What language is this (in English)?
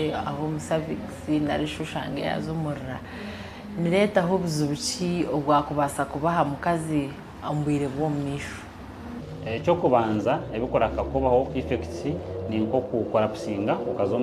Nyankole